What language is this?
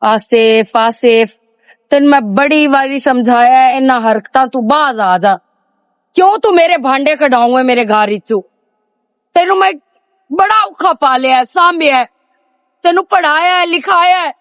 Western Panjabi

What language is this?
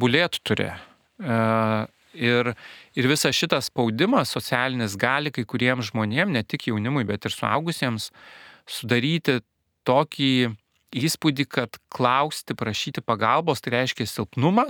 Lithuanian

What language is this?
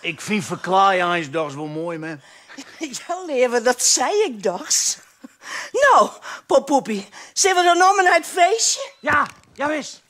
Western Frisian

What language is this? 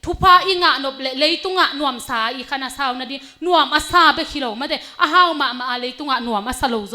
Tedim Chin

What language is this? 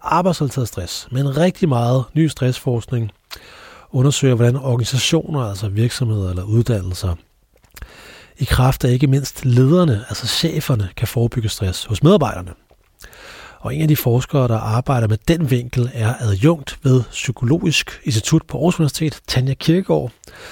Danish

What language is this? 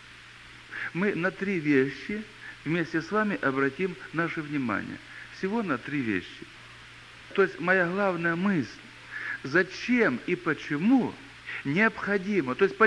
Russian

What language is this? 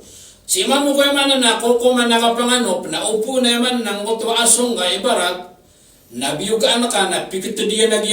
Maranao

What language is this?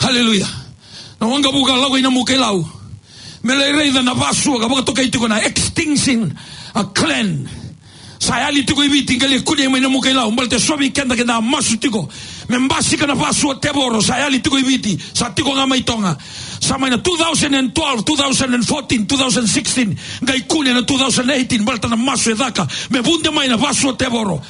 Fijian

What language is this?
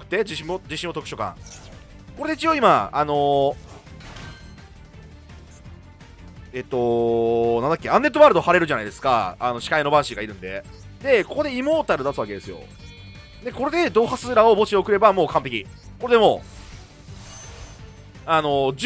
Japanese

